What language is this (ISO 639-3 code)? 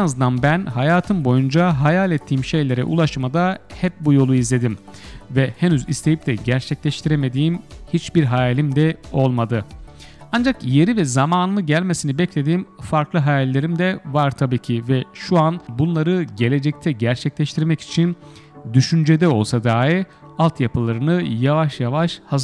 tur